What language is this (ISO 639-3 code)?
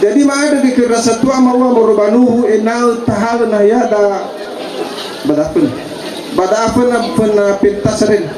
nia